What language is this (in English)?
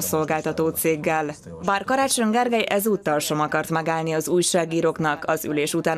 Hungarian